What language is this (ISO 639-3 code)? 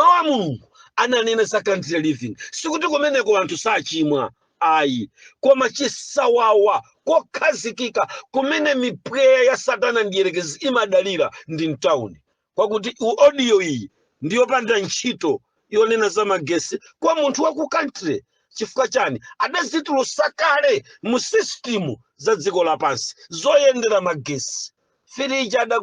nya